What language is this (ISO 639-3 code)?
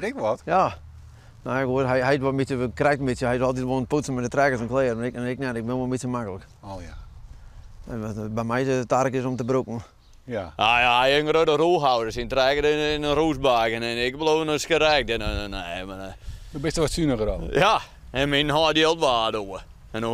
fry